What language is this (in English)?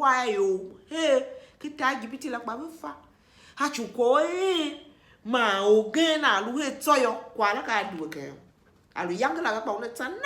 Tiv